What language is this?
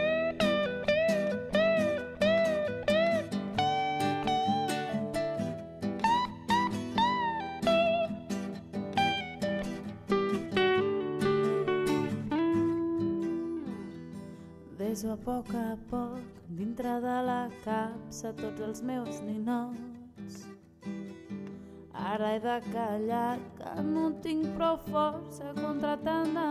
Catalan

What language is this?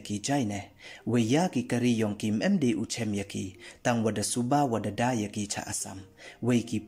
Pnar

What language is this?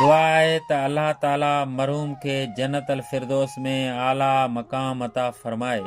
Sindhi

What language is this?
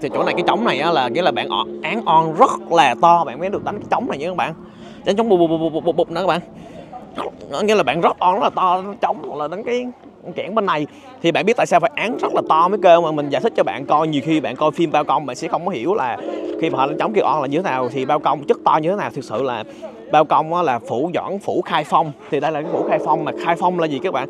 Vietnamese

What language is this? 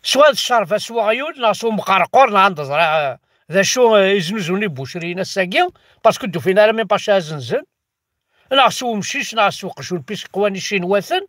Kabyle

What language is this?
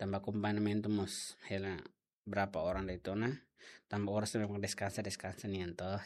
Tetum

